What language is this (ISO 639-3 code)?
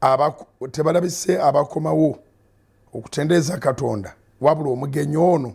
lug